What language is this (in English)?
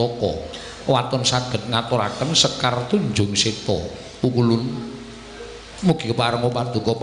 Javanese